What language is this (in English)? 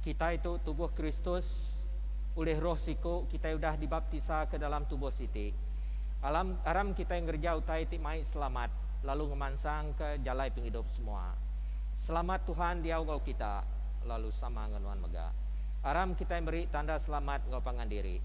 Iban